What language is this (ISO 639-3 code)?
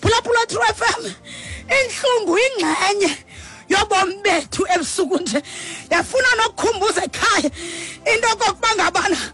xho